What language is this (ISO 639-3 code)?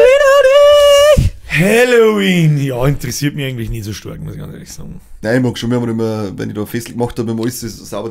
bar